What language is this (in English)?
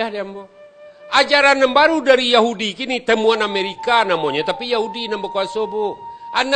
Minangkabau